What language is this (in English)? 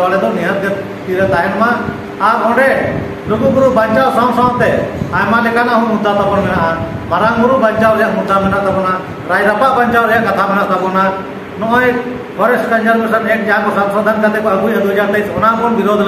Santali